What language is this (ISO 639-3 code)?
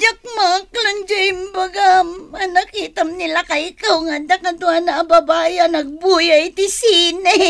ilo